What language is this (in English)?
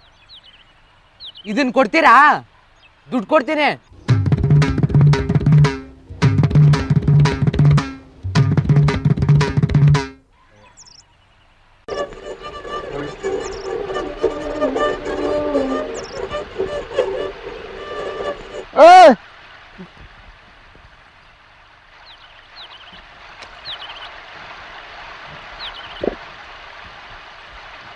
Kannada